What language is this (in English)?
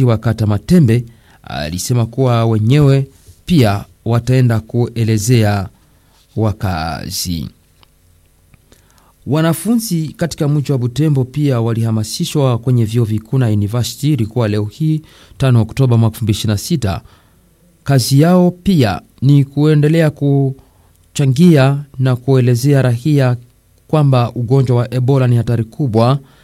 Swahili